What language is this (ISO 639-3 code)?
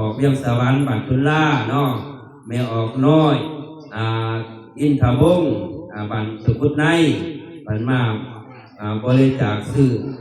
tts